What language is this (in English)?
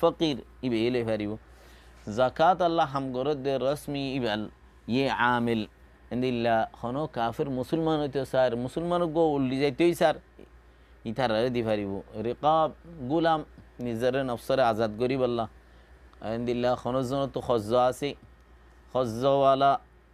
Rohingya